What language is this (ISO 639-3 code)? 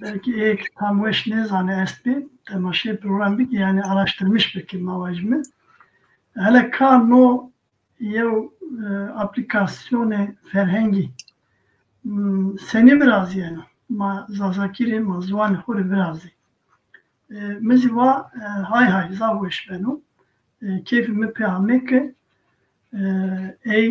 zza